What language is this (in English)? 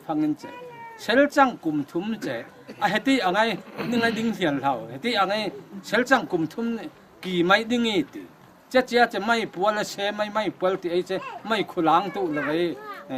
Falam Chin